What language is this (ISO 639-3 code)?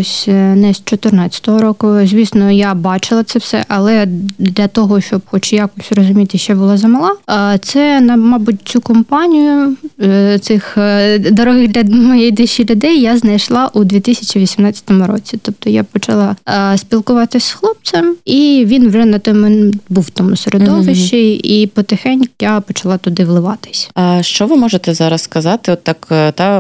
ukr